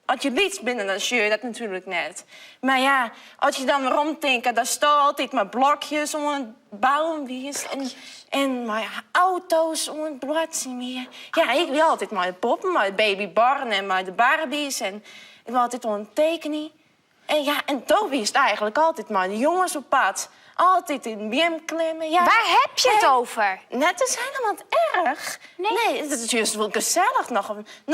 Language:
Western Frisian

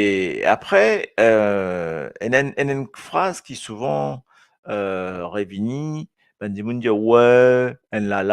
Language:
Morisyen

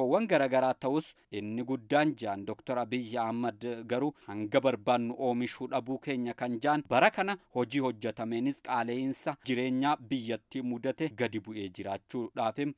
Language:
Oromo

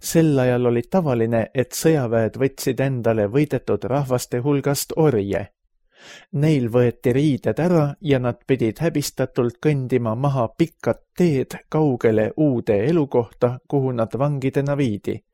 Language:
Estonian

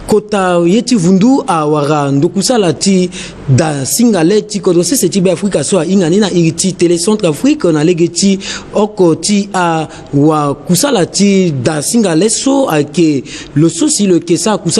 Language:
Sango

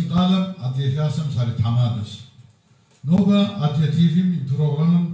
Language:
Kabardian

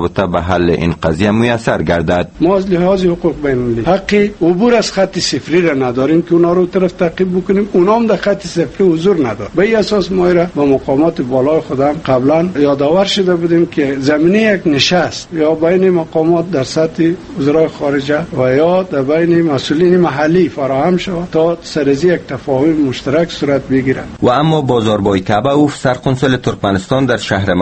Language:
Persian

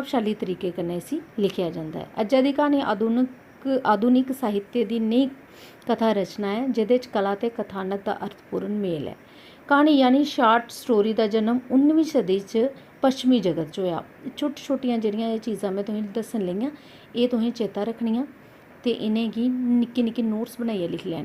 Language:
Dogri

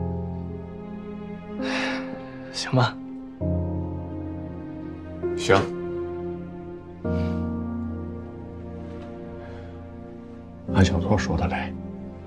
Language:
Chinese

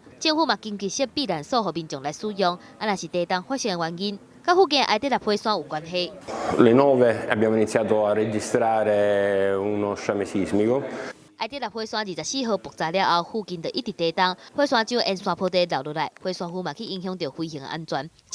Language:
Min Nan Chinese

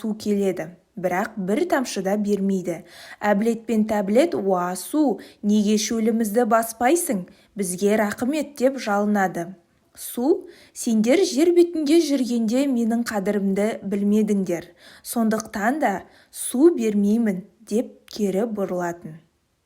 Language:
Kazakh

